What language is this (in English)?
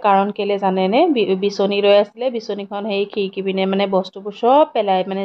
Assamese